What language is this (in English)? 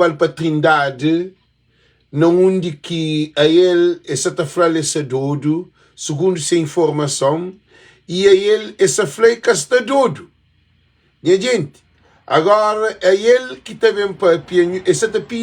Kabuverdianu